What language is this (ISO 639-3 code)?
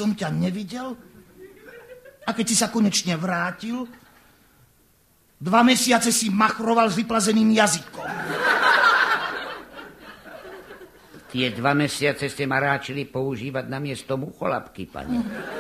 slk